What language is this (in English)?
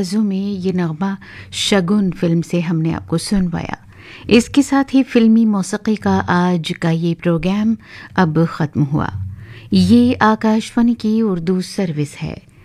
Urdu